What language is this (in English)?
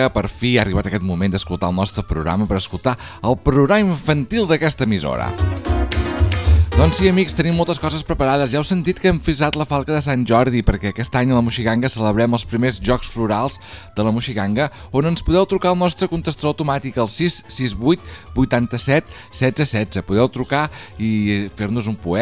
Catalan